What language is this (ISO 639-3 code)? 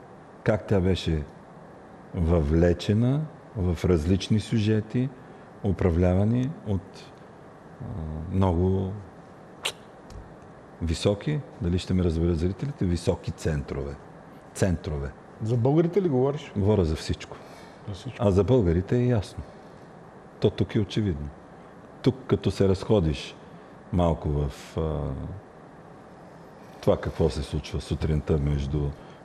bul